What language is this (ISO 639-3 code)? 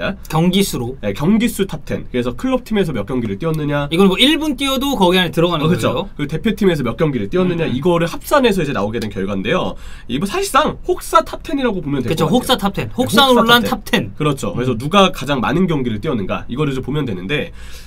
kor